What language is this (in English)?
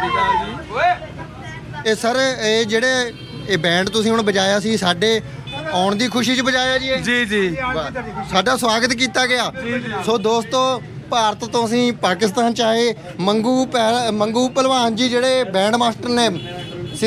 Punjabi